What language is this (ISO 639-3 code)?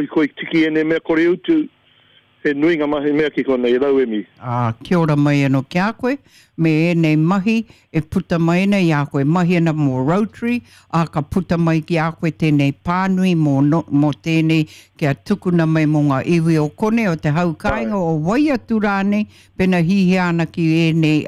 mri